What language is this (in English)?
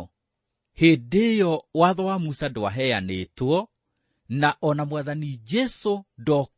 Kikuyu